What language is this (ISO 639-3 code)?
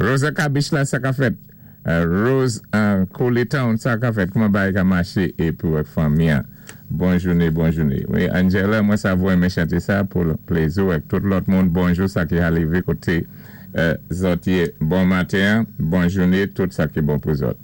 acf